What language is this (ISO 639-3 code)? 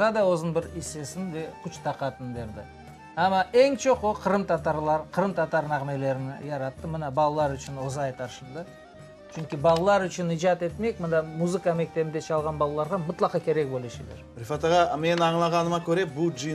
crh